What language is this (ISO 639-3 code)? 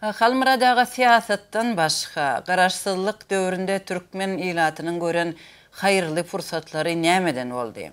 tuk